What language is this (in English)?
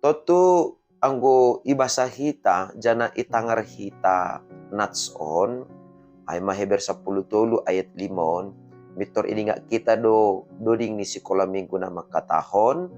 Batak Simalungun